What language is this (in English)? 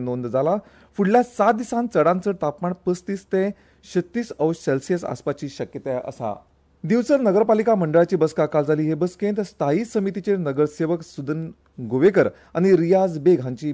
Konkani